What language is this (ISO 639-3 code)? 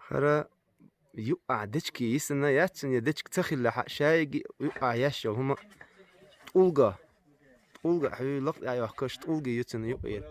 che